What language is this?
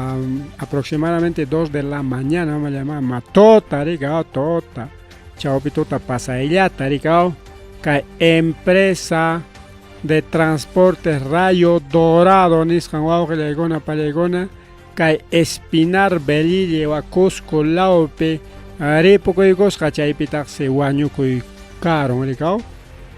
Ayacucho Quechua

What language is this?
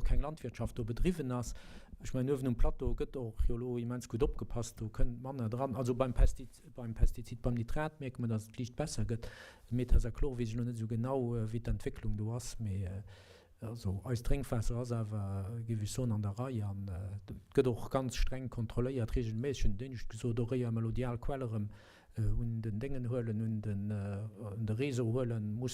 Luxembourgish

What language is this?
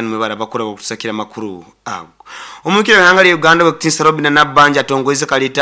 Nyoro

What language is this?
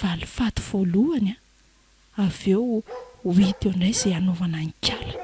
Malagasy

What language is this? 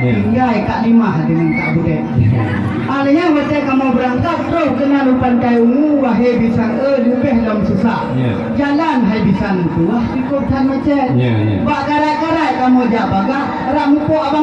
Achinese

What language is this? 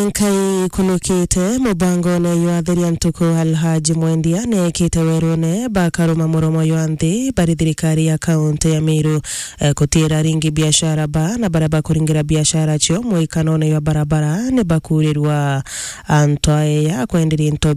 Meru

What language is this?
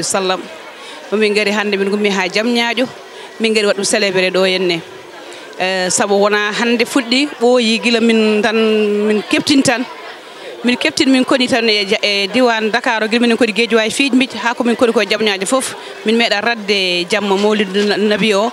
Fula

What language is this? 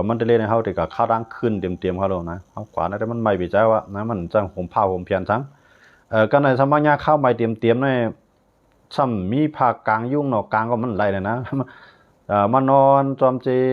Shan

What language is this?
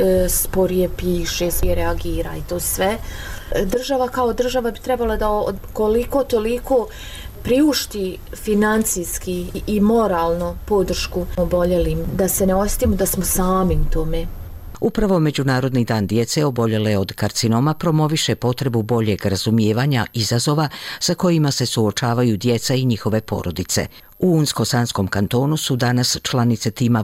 Bosnian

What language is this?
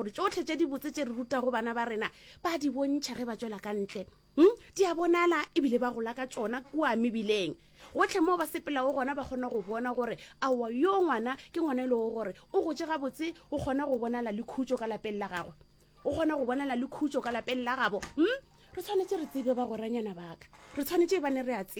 Northern Sotho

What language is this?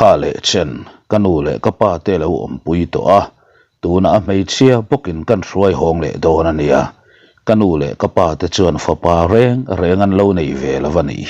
Mizo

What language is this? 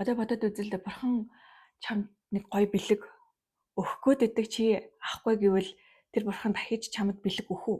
Mongolian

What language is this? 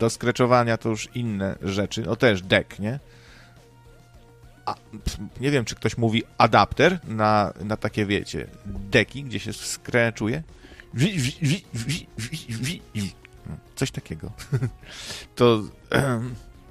Polish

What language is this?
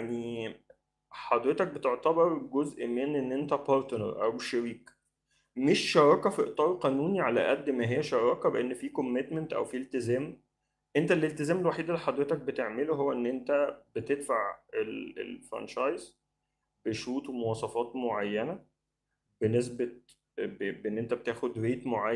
Egyptian Arabic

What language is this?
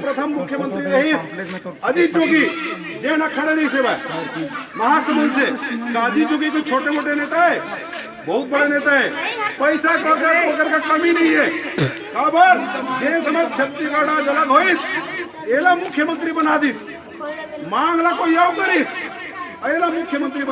Chhattisgarhi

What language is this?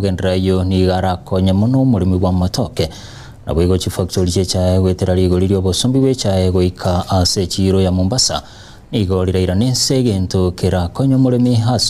Gusii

